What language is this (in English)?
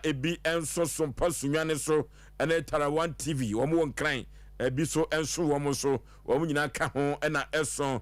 Akan